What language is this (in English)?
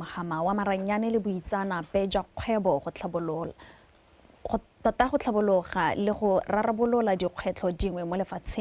Tswana